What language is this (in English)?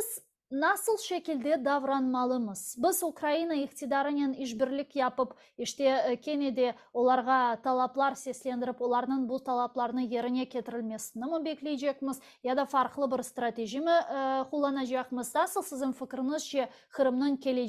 Crimean Tatar